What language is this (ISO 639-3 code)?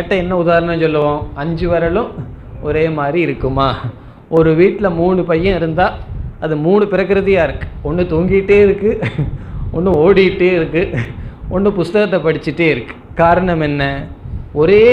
tam